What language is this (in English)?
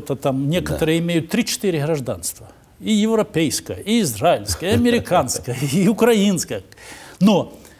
Russian